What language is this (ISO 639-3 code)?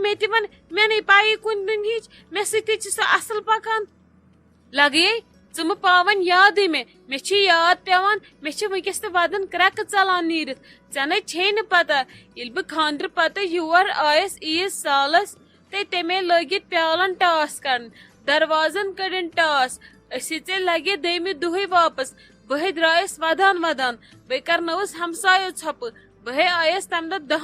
kas